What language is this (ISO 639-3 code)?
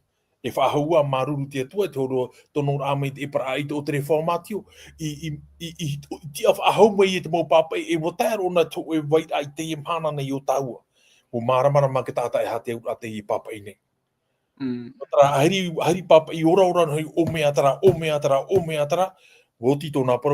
tah